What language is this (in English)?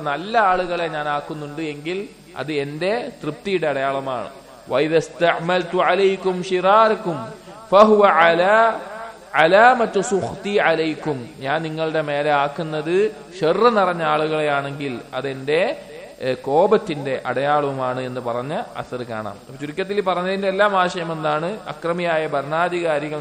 Malayalam